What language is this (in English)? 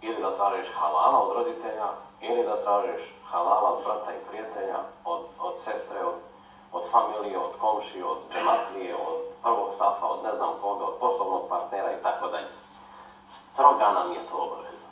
Bosnian